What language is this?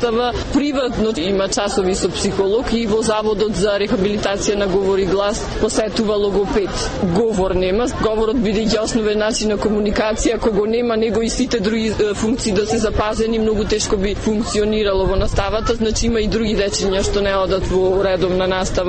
Macedonian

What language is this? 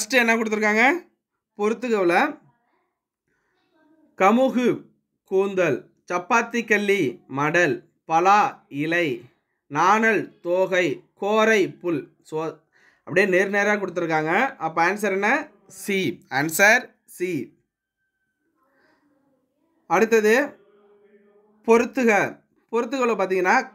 Tamil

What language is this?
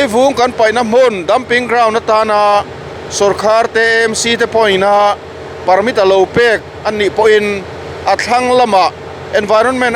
Mizo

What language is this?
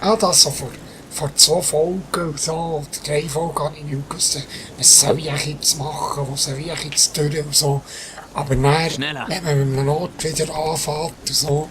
Swiss German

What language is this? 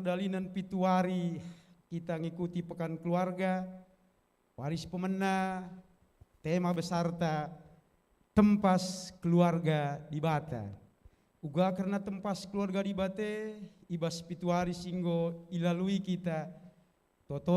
Batak Karo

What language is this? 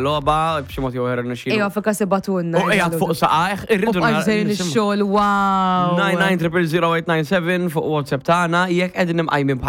Maltese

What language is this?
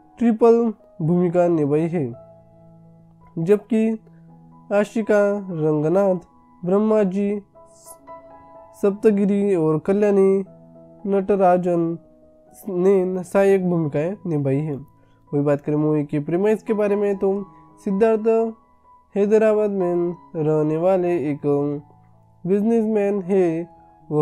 Hindi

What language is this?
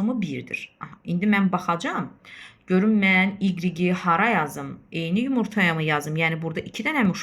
Azerbaijani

